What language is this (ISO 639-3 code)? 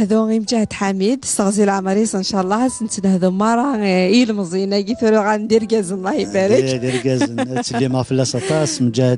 kab